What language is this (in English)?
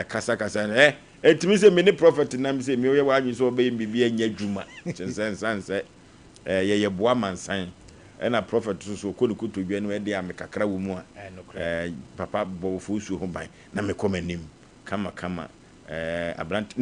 Akan